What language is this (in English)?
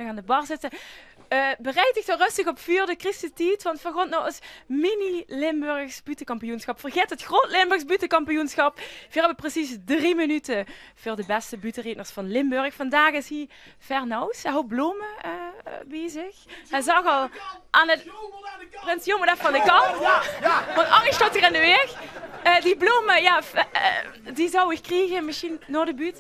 Limburgish